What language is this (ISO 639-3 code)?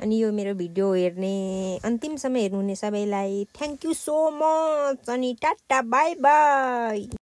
nep